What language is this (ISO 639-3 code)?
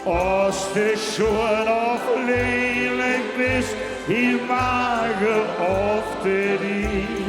lim